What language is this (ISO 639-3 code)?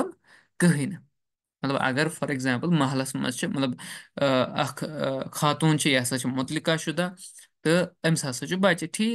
kas